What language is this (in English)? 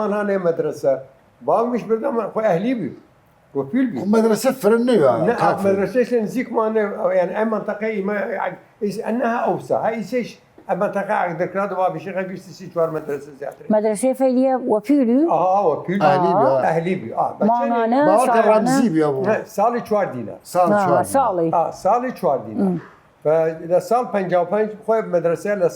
Southern Kurdish